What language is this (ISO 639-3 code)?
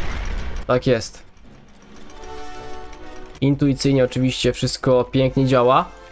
pol